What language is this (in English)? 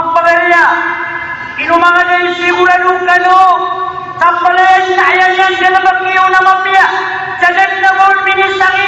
Maranao